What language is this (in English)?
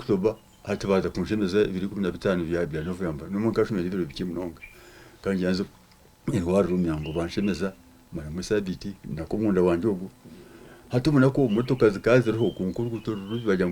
Nyankole